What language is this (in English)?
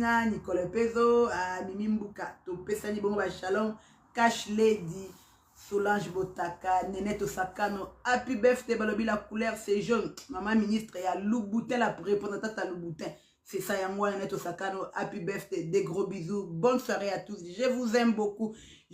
Lingala